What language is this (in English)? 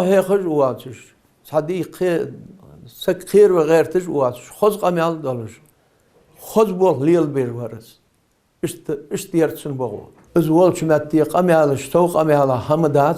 Ingush